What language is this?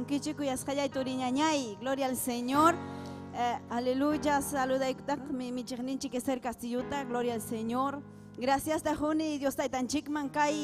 Ayacucho Quechua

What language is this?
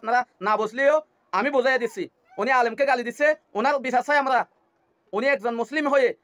Rohingya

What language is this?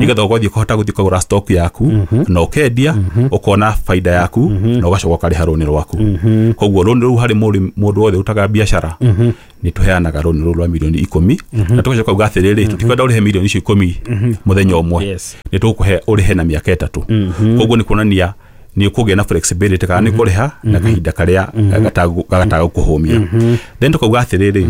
Kikuyu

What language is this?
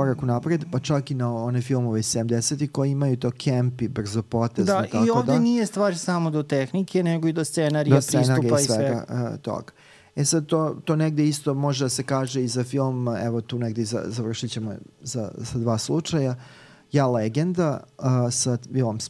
Serbian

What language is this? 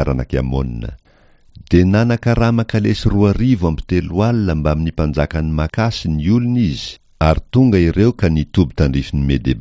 Malagasy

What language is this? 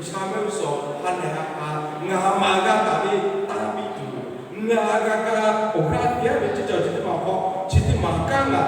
Lahu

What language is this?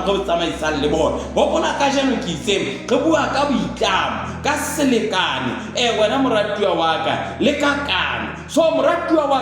Southern Sotho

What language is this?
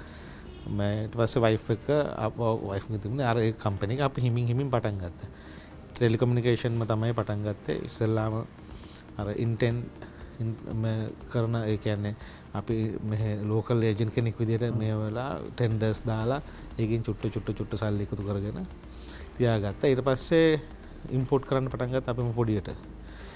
Sinhala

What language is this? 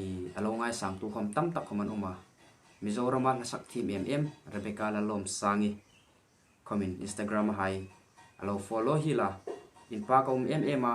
Hmar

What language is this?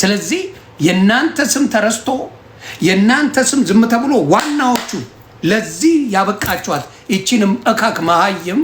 Amharic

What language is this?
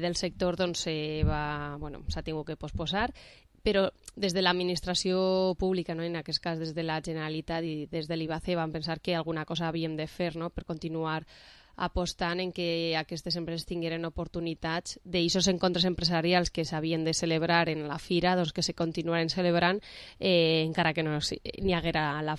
Catalan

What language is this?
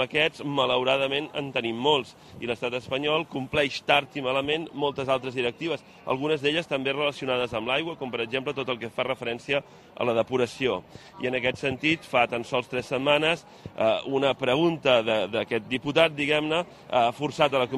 Catalan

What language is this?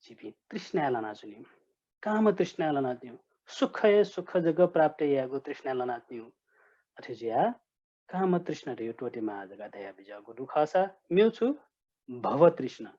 Newari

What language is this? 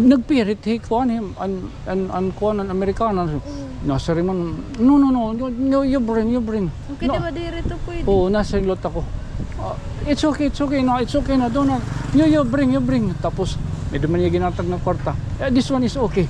Waray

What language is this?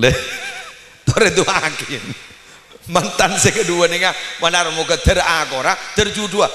Madurese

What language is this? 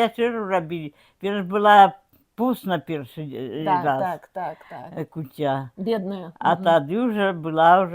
Belarusian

